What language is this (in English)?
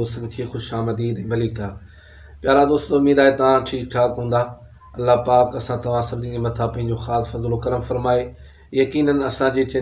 Sindhi